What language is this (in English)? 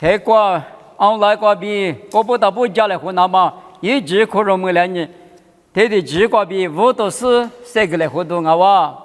Lisu